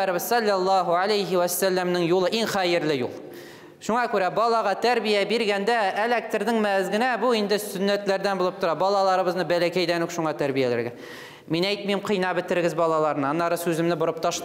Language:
Tatar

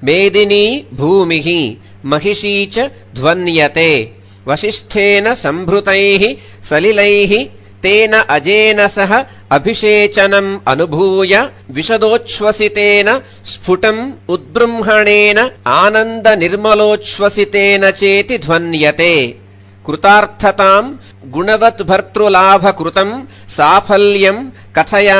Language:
Sanskrit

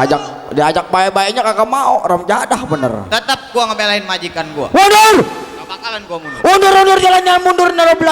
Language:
Betawi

